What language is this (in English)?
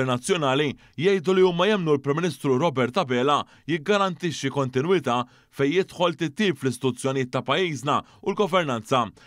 Maltese